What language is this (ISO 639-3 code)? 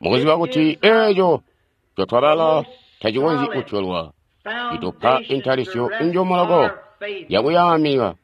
toi